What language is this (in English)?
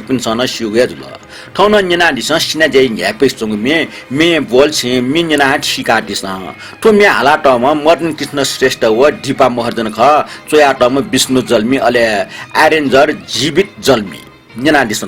Newari